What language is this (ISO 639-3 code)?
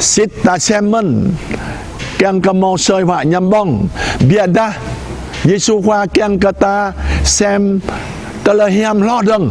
jra